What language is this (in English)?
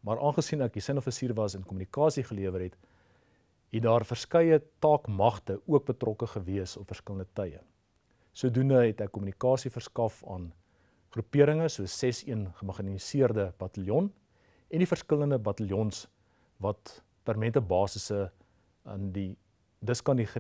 Afrikaans